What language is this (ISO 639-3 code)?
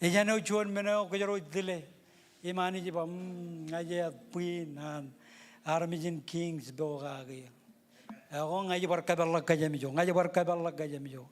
mah